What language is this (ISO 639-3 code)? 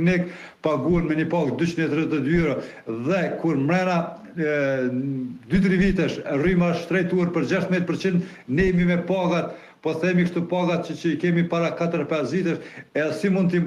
sqi